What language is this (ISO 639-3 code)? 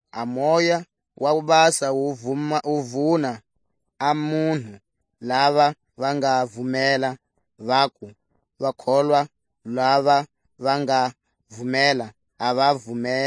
tsc